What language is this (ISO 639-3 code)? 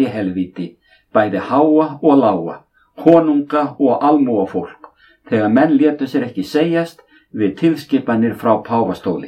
isl